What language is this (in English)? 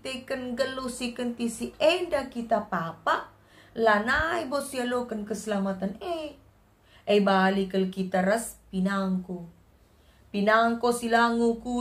Batak Karo